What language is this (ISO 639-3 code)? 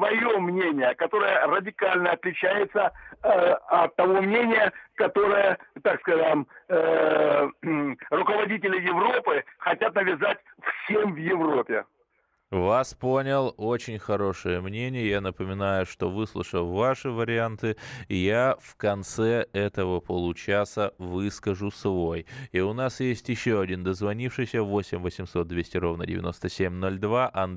rus